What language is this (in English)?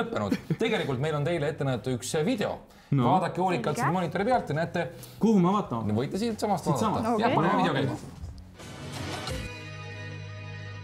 Estonian